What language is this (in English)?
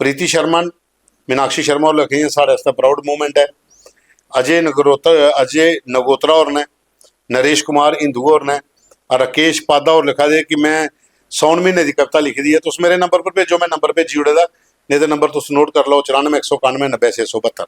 Dogri